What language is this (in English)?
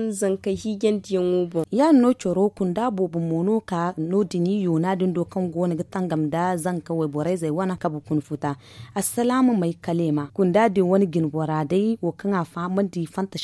Zarma